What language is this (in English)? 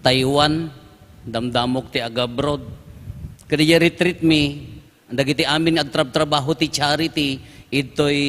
Iloko